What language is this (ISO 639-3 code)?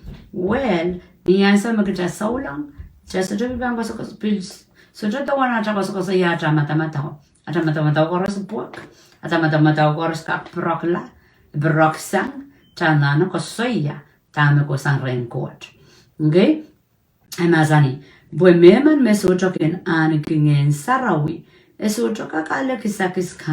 pon